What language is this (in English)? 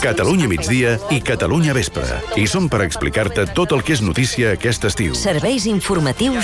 Catalan